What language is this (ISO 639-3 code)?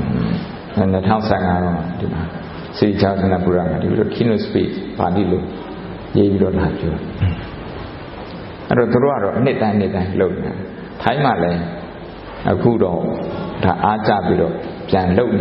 mya